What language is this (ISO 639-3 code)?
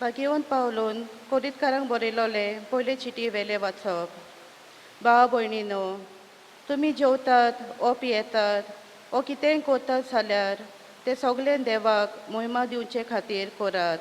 kok